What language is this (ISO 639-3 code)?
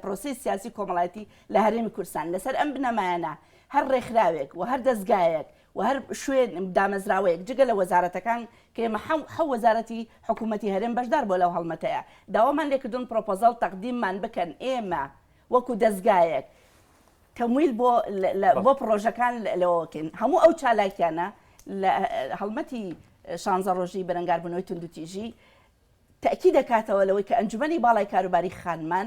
ckb